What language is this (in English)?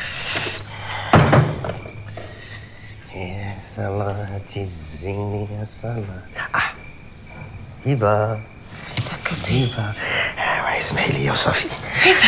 Moroccan Arabic